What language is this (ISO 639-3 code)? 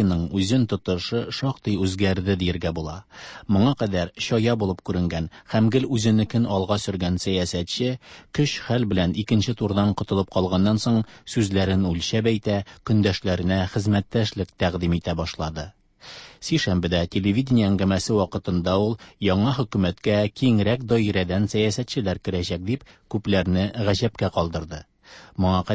tat